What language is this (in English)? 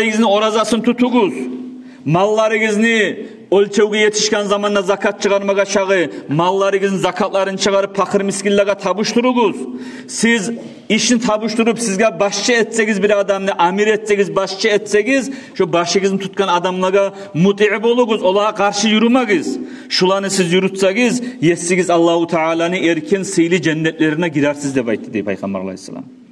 Kumyk